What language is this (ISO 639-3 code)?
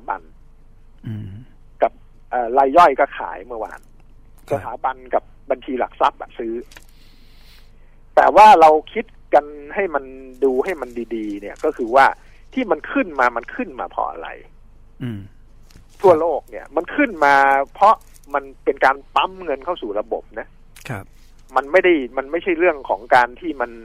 tha